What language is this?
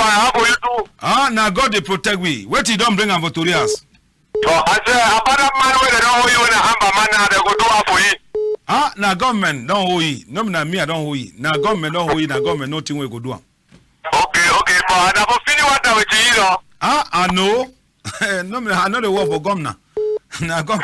Cameroon Pidgin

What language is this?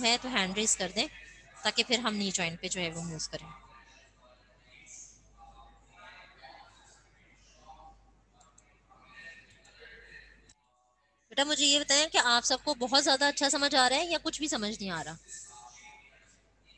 Hindi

